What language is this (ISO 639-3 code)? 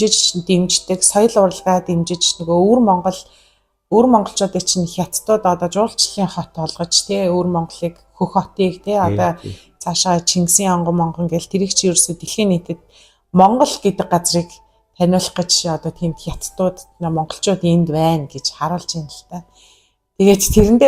mon